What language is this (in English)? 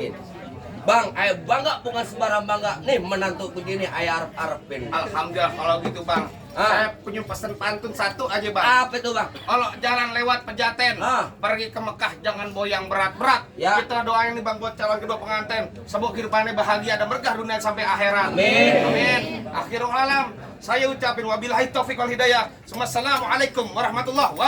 Betawi